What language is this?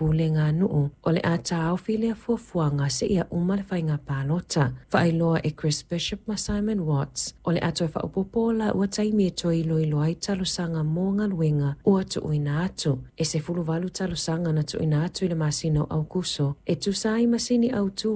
Samoan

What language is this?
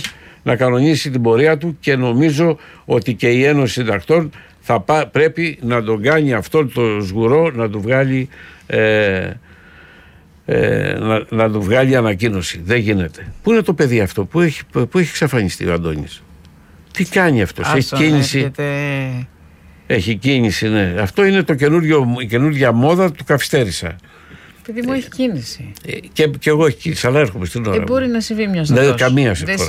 Greek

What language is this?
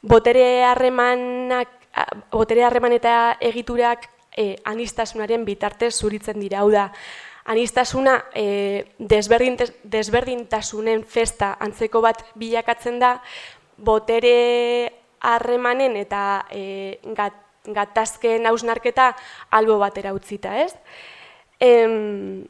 Basque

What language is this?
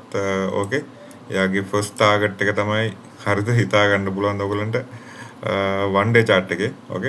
Sinhala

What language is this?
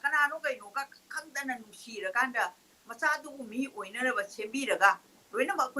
Manipuri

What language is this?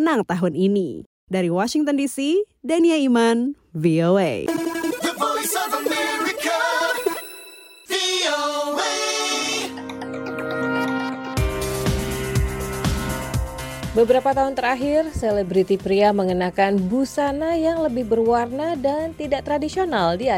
Indonesian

